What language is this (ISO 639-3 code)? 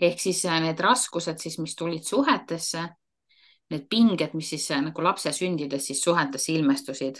est